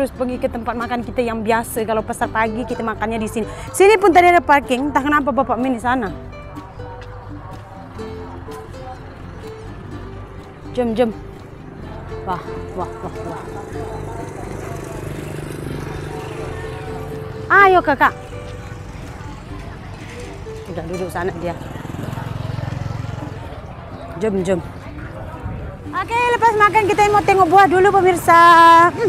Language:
Malay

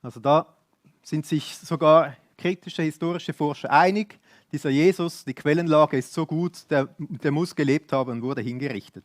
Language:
Swiss German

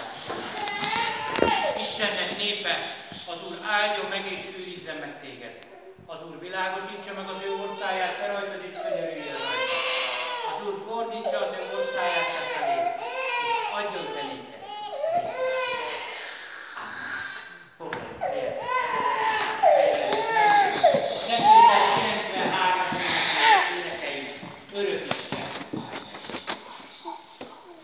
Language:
Hungarian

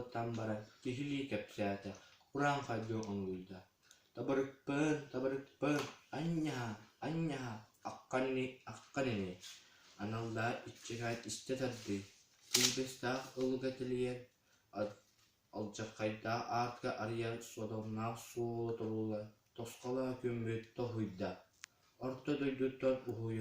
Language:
Yakut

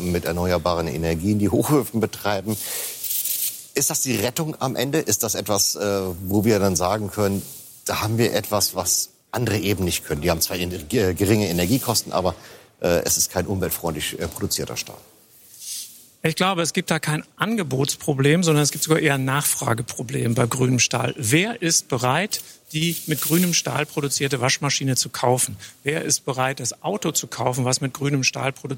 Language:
German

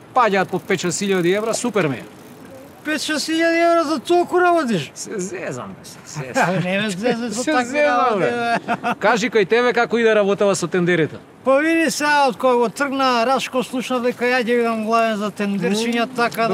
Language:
Macedonian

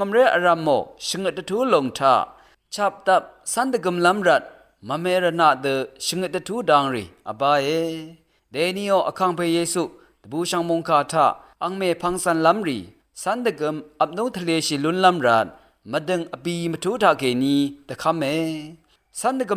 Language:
Rawang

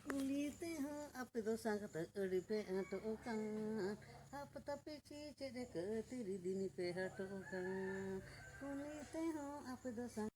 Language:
Santali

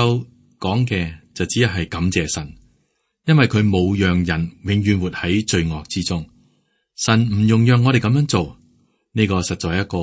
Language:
Cantonese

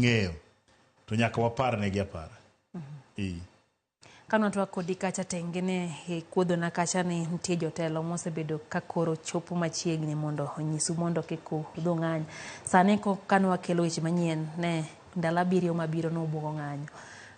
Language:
Luo (Kenya and Tanzania)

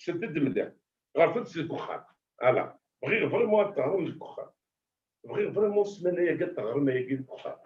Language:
Kabyle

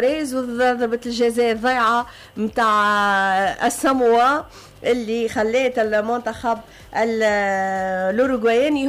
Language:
Tunisian Arabic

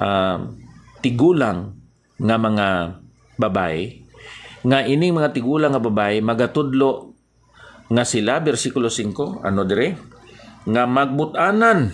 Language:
Hiligaynon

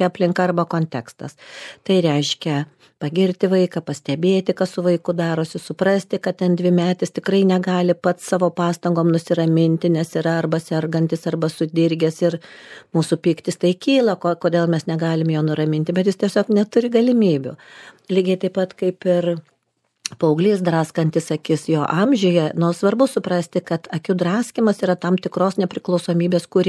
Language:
Lithuanian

